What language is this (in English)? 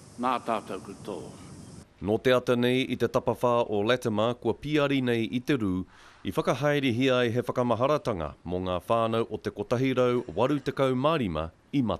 Māori